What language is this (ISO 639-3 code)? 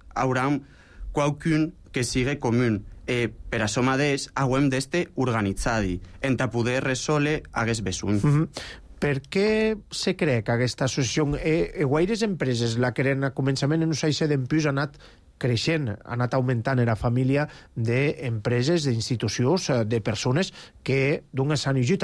cat